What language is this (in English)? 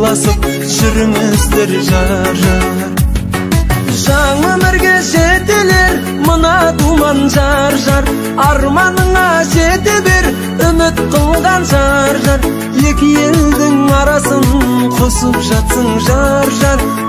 Kazakh